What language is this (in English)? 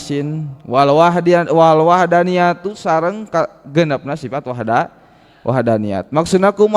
Sundanese